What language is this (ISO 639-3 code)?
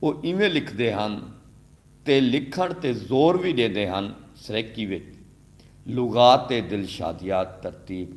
skr